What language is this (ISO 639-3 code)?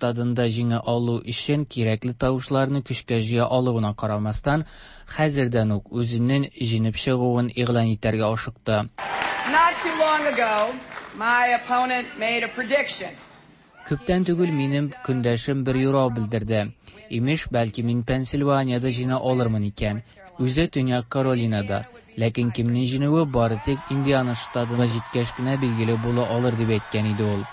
tat